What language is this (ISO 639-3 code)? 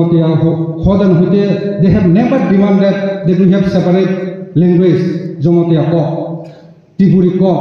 ria